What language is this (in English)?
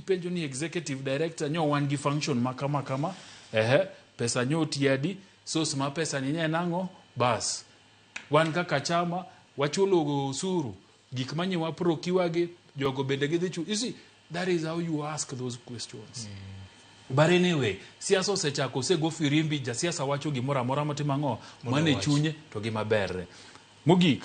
Luo (Kenya and Tanzania)